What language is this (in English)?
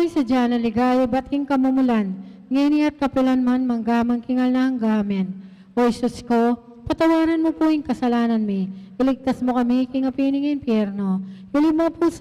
Pampanga